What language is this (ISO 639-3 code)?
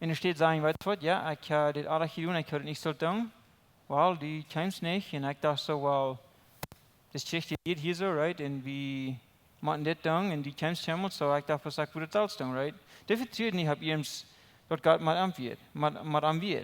pdt